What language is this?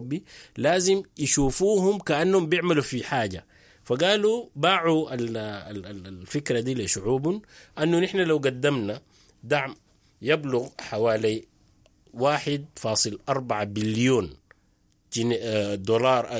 Sudanese Arabic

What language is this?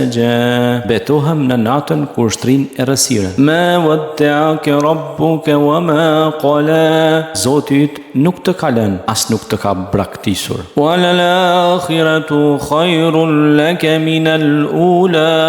Albanian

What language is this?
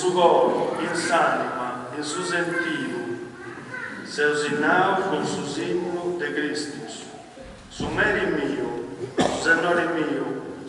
Sardinian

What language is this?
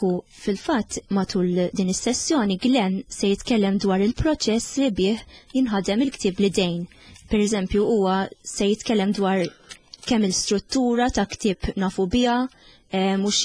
Maltese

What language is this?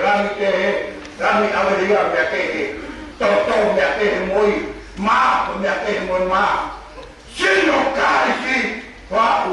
Tongan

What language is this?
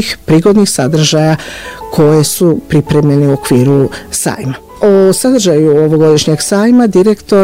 Bosnian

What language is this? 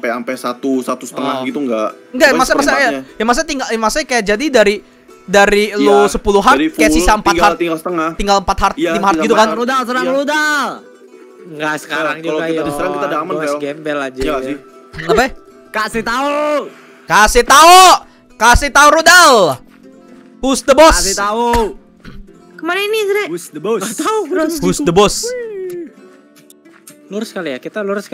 Indonesian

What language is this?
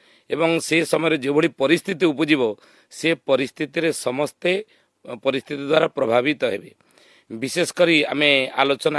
Odia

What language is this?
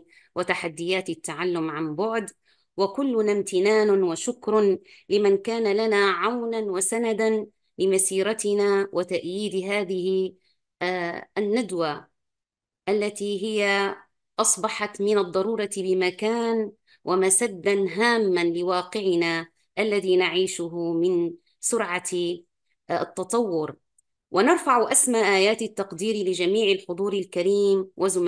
Arabic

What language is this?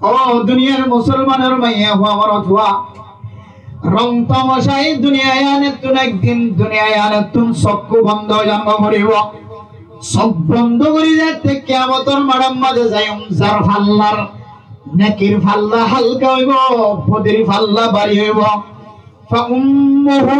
Rohingya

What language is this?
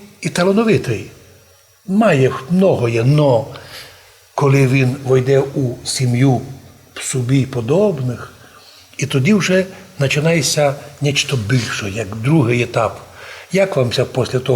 Rusyn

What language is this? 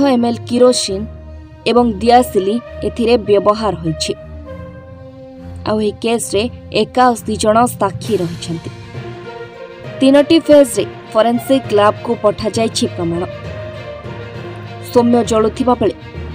Odia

